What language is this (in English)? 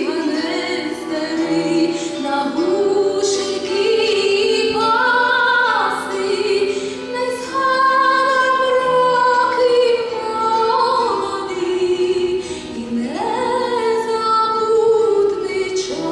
Rusyn